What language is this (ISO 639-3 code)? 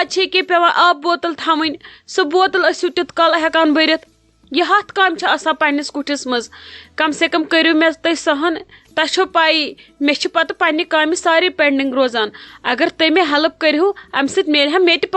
kas